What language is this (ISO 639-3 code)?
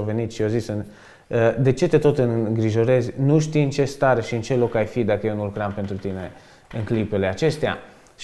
ron